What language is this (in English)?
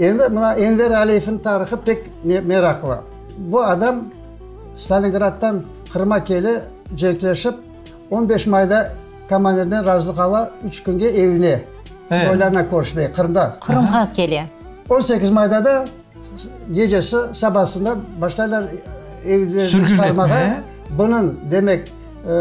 Crimean Tatar